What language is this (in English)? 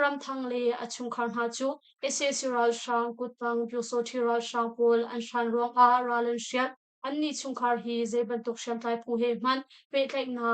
Hakha Chin